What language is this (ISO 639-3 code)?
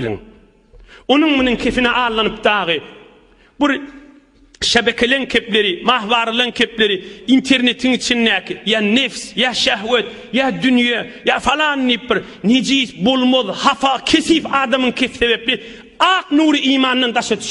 tuk